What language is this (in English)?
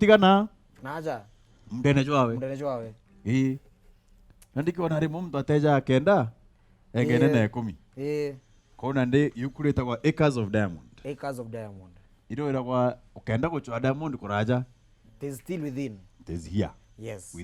Meru